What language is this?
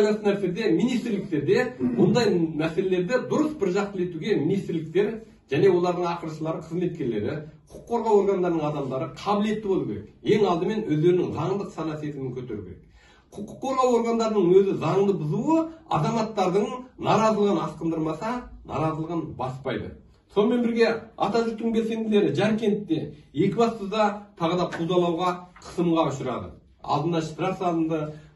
Kazakh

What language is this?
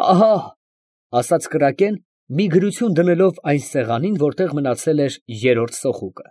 Armenian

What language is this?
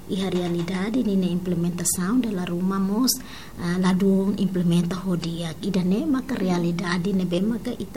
Tetum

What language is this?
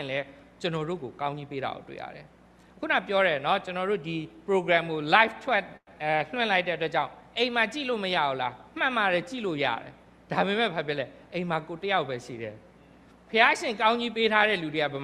Burmese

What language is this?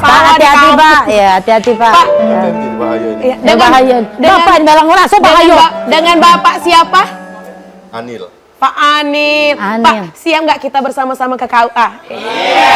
Musi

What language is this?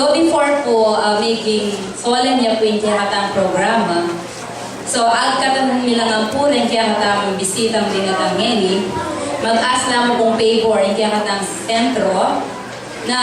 Pampanga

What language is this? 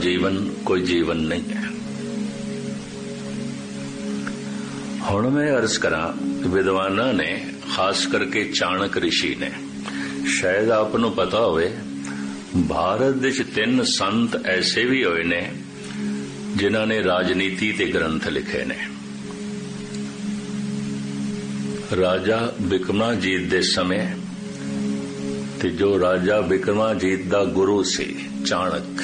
Punjabi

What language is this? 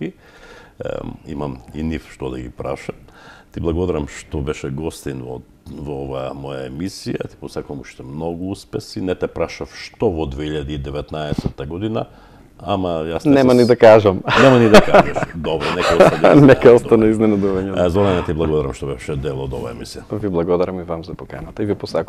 Macedonian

